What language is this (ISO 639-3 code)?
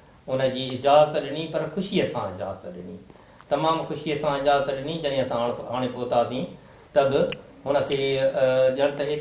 snd